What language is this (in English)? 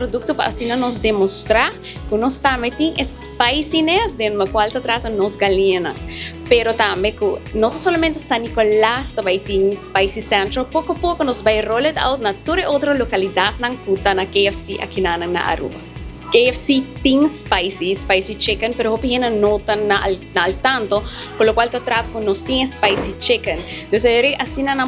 Papiamento